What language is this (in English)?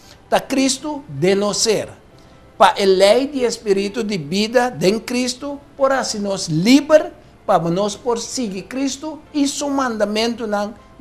Papiamento